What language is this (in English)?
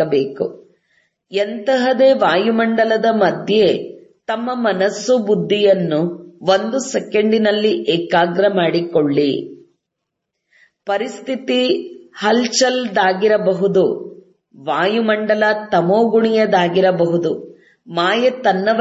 Kannada